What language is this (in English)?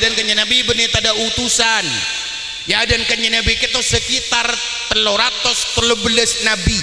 Madurese